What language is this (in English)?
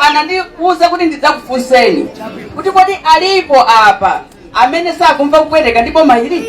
Nyanja